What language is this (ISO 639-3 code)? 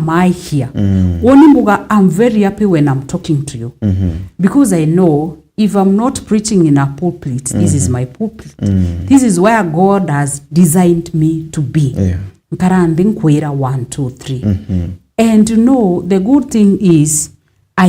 mer